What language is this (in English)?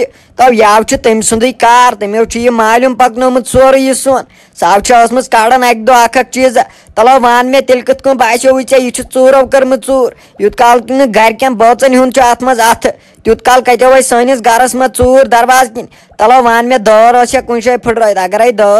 Kashmiri